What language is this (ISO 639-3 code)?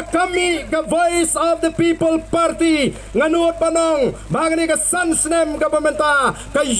kha